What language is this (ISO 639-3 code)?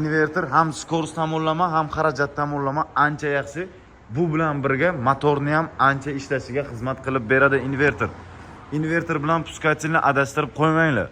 uzb